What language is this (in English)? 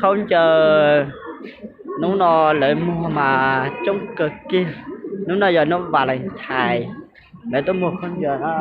Hmong